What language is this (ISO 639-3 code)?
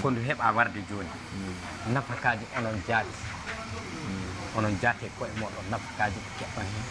ful